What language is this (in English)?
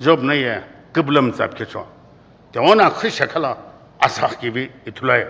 Sumi Naga